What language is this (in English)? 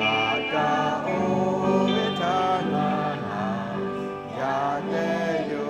Lahu